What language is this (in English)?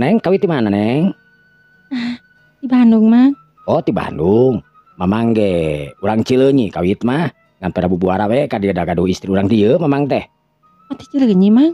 Sundanese